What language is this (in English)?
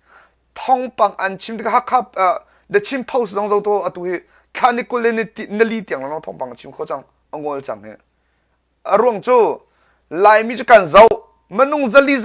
Hakha Chin